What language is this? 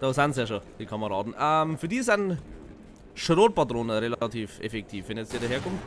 Bavarian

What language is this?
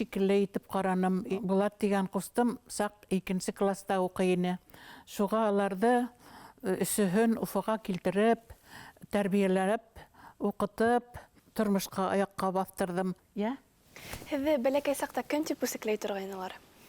Bashkir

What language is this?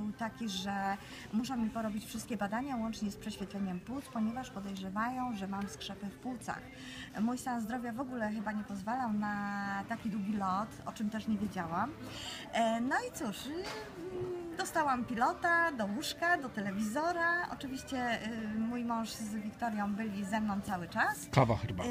Polish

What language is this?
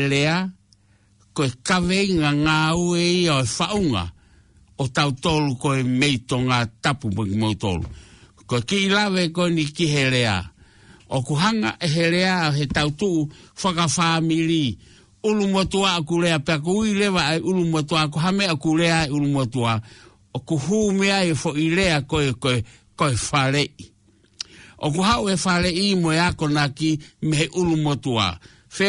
Tongan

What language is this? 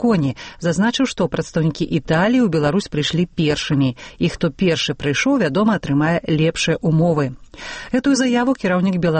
Belarusian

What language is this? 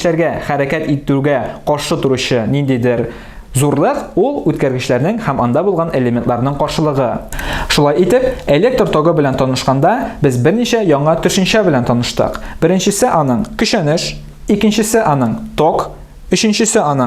Tatar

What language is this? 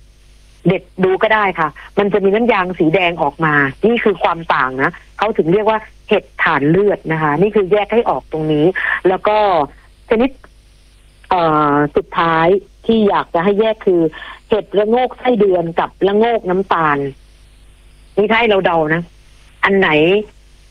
Thai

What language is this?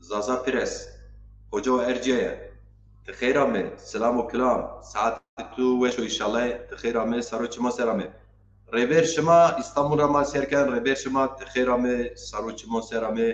Zaza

